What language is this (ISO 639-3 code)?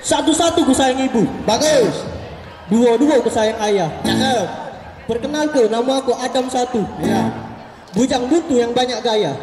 mui